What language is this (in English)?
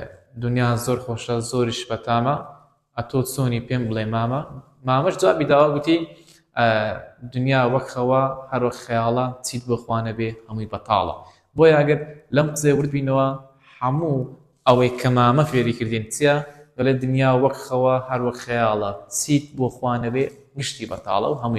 Central Kurdish